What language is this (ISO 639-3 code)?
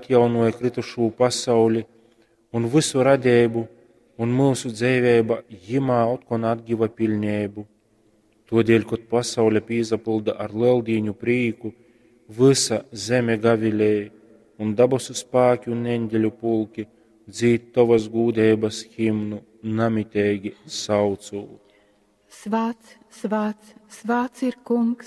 ltg